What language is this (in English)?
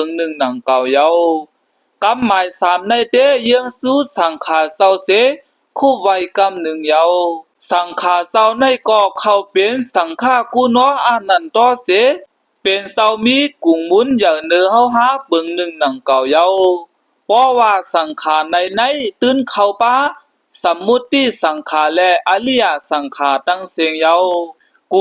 Shan